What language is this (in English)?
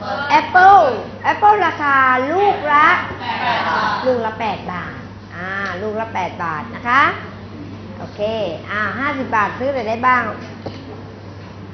Thai